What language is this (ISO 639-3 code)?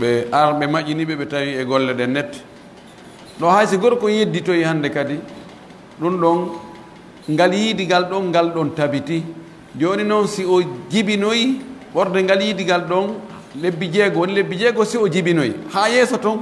fuf